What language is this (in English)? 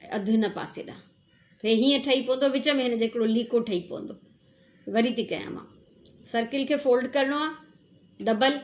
Sindhi